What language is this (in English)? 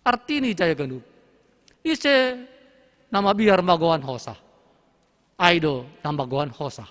Batak Simalungun